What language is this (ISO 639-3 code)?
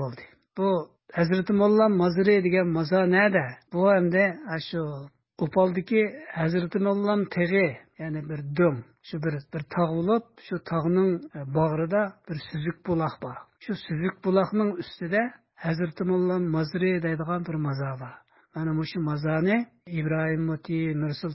uig